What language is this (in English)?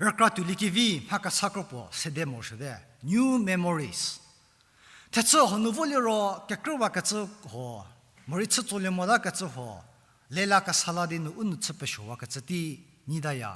Angami Naga